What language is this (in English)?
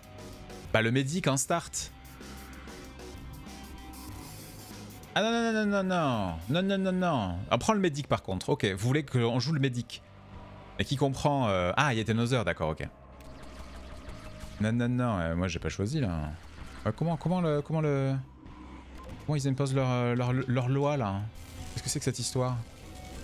French